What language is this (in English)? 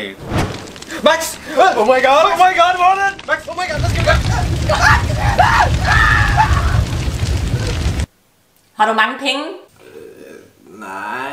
Danish